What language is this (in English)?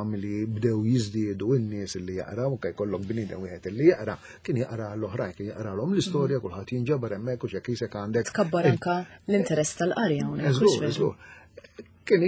Maltese